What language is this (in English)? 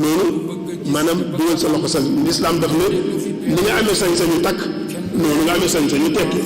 Wolof